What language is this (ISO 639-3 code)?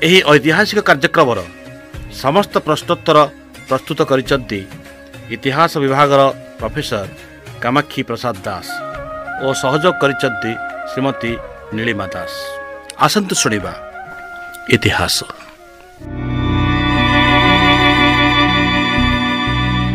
ori